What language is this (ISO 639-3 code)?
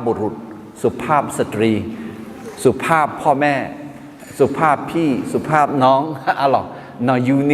ahk